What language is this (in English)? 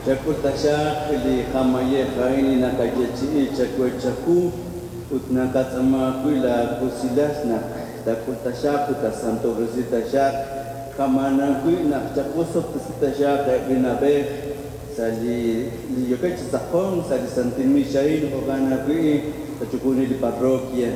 Kekchí